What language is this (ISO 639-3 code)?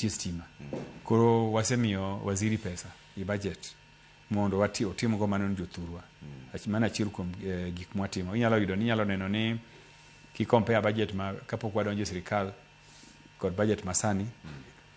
luo